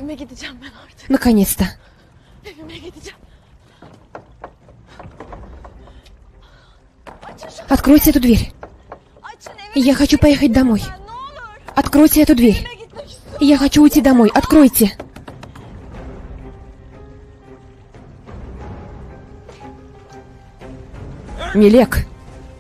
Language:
Russian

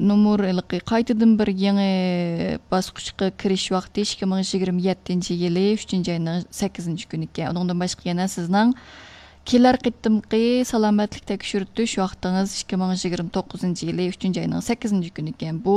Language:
Uyghur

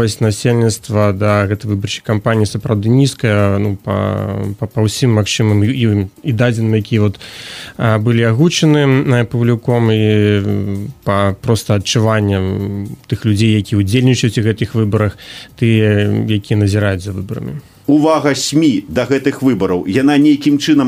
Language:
Belarusian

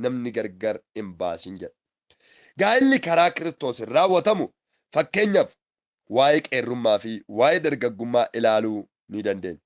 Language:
Oromo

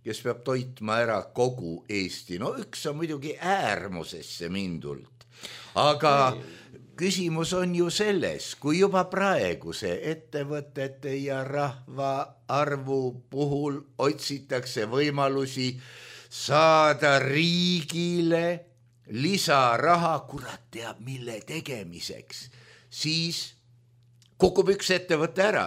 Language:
Estonian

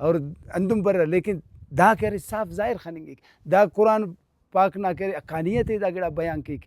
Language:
Brahui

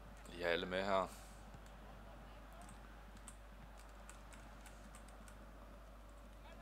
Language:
Danish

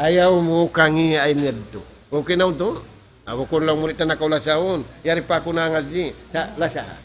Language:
Tausug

